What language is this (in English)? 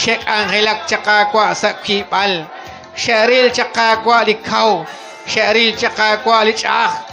Kekchí